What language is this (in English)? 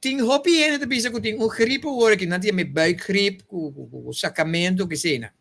Papiamento